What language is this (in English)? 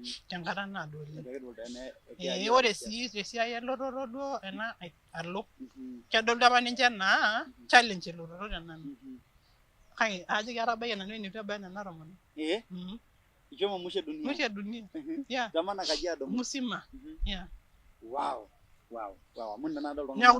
Masai